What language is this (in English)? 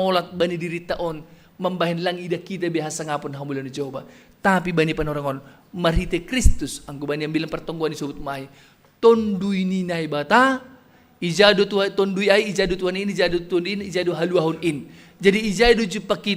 Batak Simalungun